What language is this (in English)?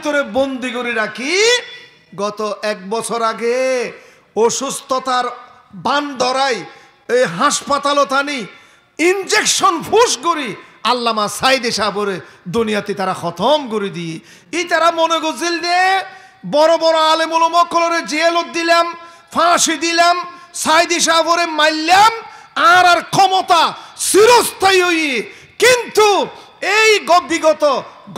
Rohingya